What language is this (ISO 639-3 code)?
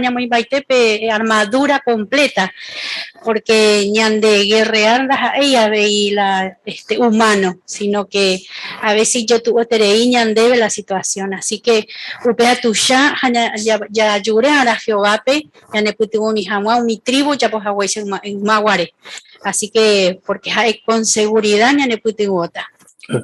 grn